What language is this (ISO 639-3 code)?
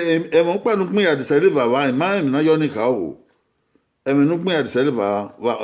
bin